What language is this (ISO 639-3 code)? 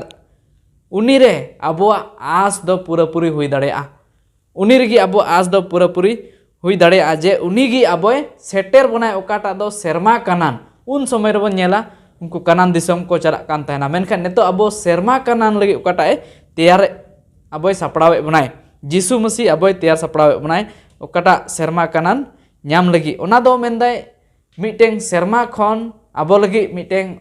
sat